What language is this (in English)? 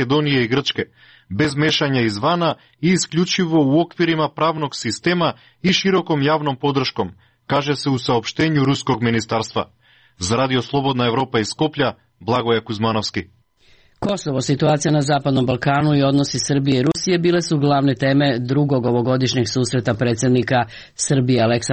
Serbian